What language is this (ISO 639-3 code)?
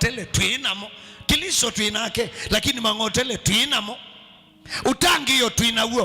kam